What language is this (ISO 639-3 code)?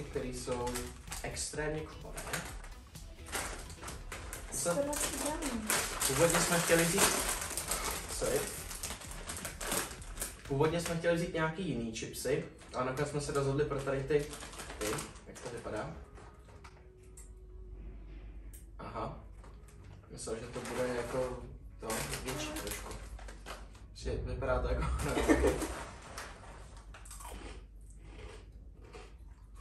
ces